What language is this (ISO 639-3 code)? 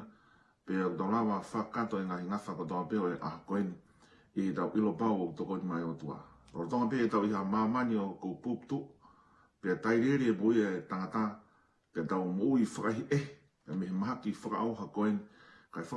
ton